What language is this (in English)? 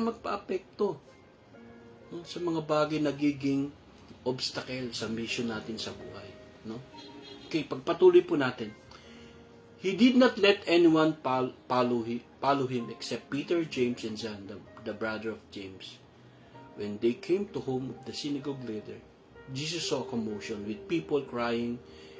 Filipino